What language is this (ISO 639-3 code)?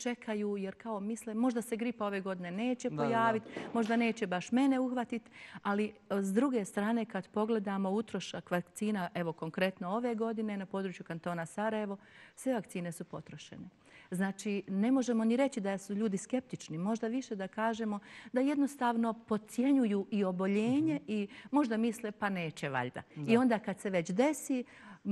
bos